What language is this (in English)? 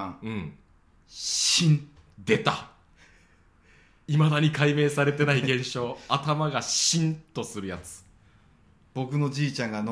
Japanese